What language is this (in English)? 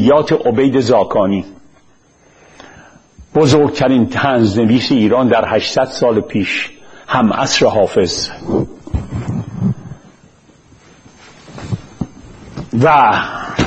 Persian